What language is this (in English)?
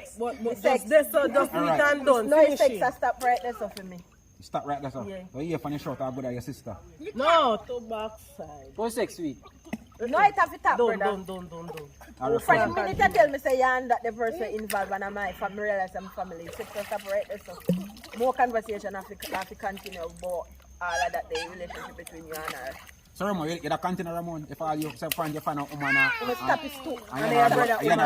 Jamaican Creole English